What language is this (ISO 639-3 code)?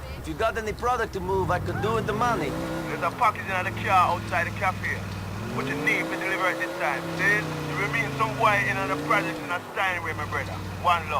bar